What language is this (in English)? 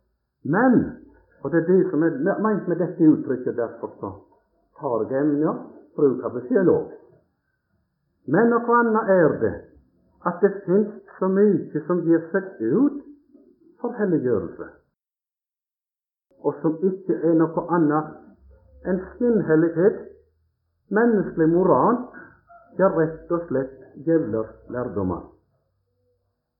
Norwegian